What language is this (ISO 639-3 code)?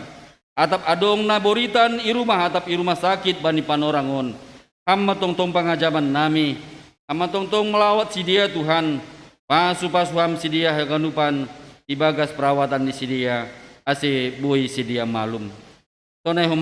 bts